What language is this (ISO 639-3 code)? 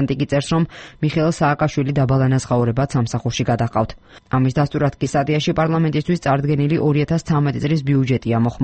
kat